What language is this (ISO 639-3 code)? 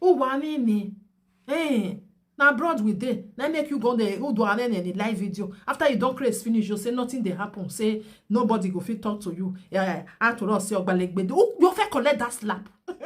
pcm